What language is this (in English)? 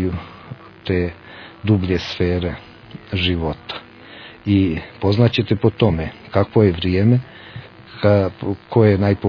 Croatian